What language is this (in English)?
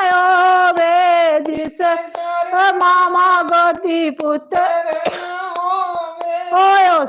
Dogri